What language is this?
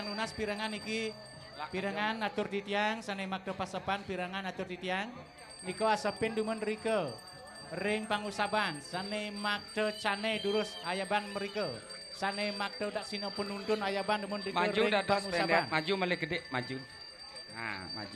Balinese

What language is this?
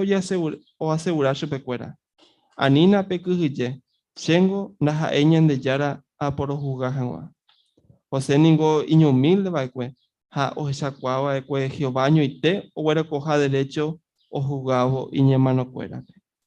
Guarani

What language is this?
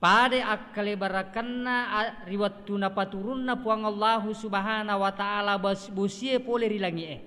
Buginese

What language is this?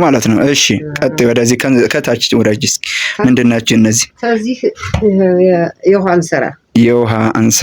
Amharic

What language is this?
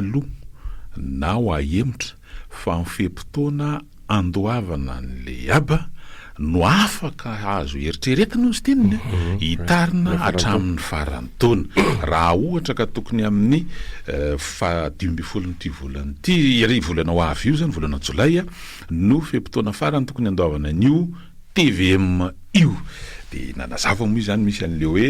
Malagasy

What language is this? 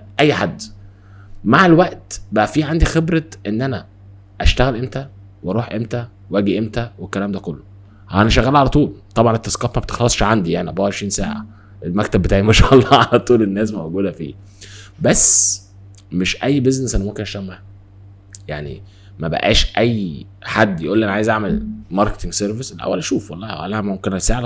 Egyptian Arabic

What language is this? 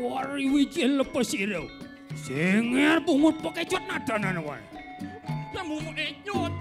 Balinese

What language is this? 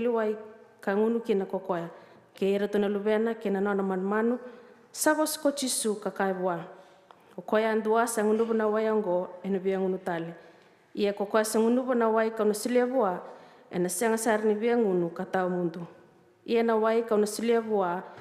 Fijian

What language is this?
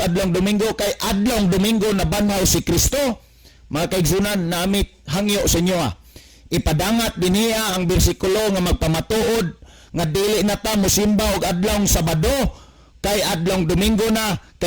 Cebuano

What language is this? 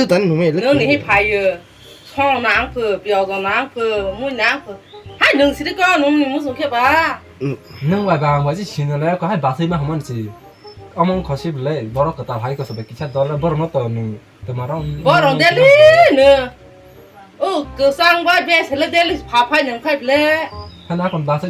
Kok Borok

